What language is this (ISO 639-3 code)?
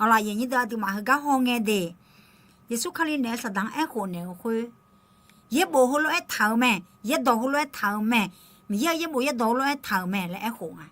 ahk